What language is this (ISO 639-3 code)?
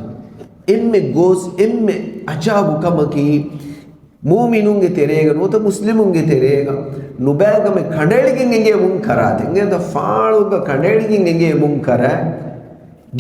div